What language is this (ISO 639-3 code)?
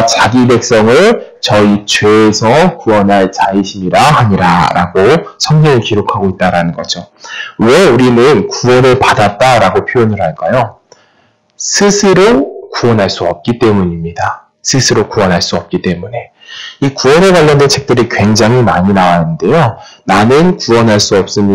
kor